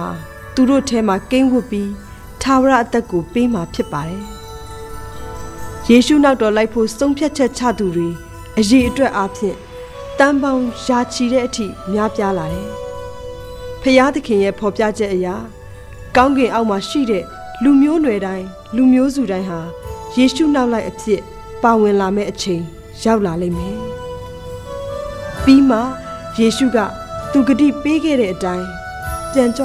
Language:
Burmese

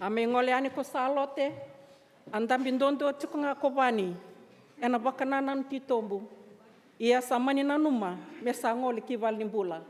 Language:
Fijian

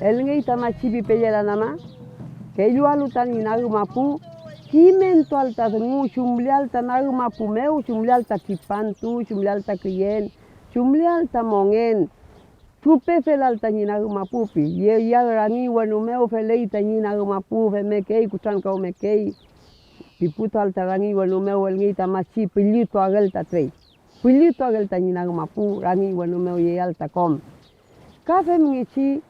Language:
Mapuche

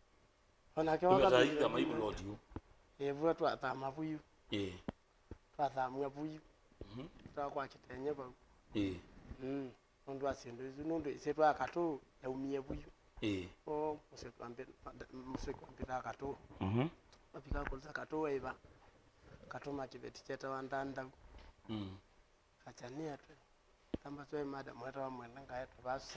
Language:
Kamba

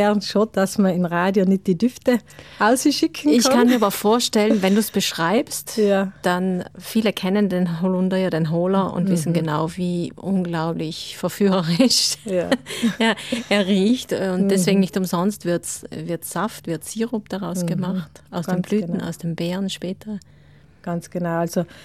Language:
German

